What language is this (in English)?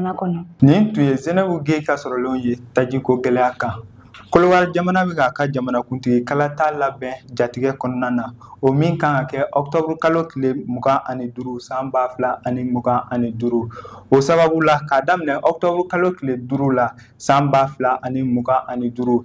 Bambara